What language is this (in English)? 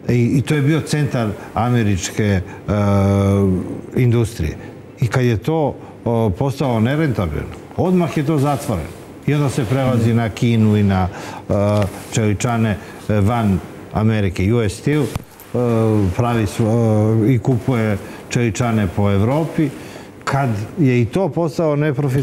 Serbian